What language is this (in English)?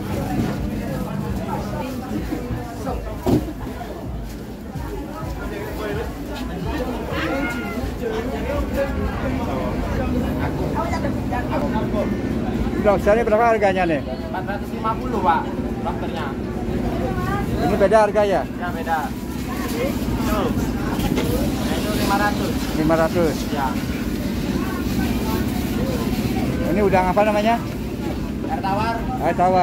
Indonesian